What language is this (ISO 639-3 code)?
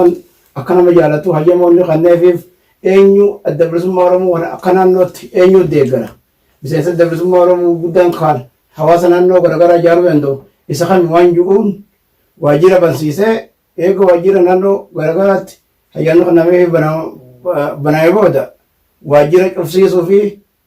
orm